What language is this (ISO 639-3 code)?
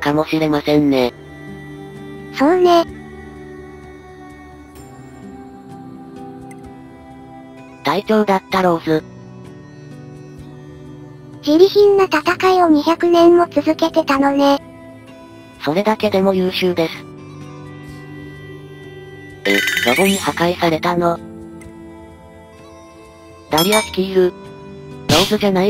jpn